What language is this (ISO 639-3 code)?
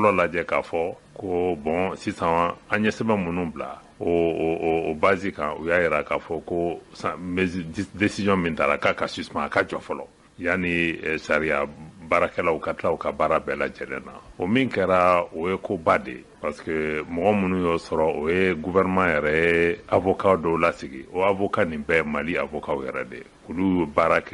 bam